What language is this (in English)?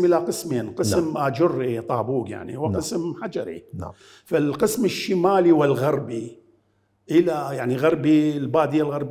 Mesopotamian Arabic